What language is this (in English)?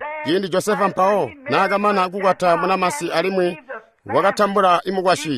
Tonga (Zambia)